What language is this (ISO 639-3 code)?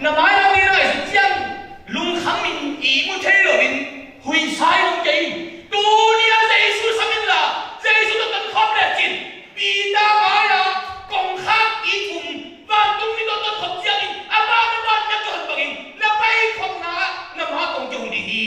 ctd